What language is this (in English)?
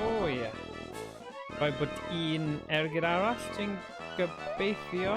Welsh